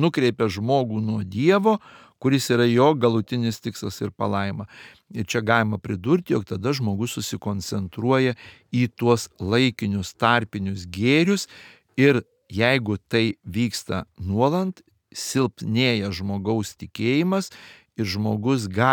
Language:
Lithuanian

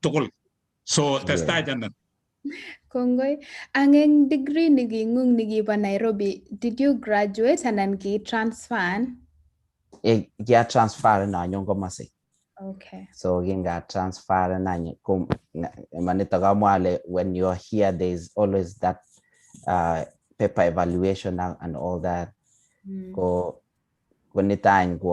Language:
Kalenjin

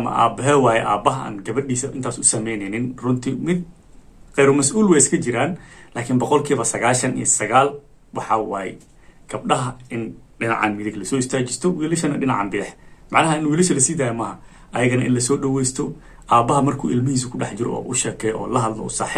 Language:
Somali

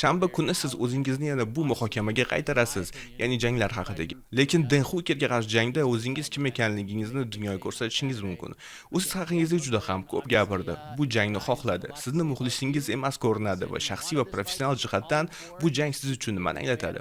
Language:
Uzbek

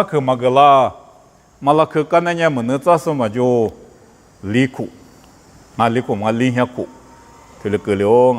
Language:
Lisu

